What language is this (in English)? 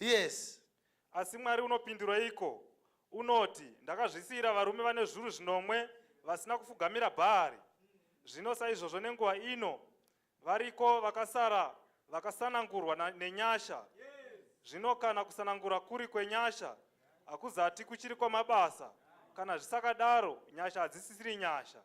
Shona